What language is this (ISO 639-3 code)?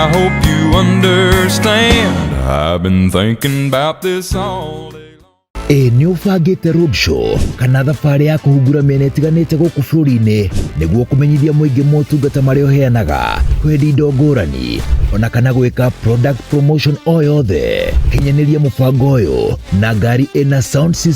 kik